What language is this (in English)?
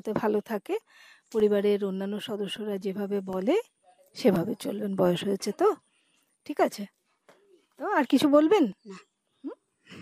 Bangla